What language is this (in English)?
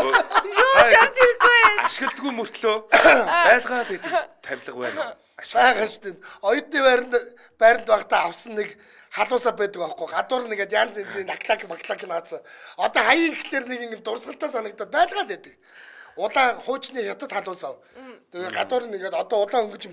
Mongolian